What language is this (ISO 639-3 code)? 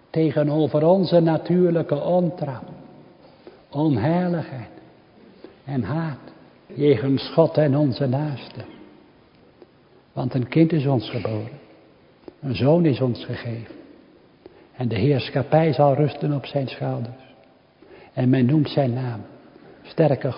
nld